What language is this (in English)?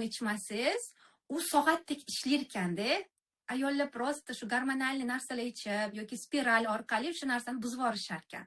Uzbek